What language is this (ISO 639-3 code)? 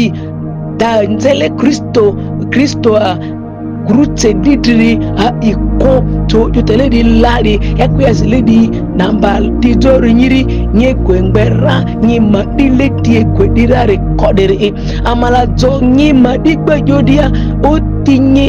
mhi